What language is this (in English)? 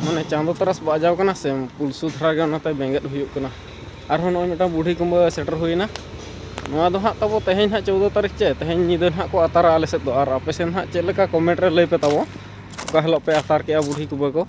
Santali